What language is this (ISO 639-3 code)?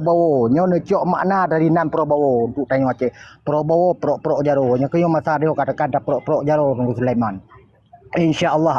ace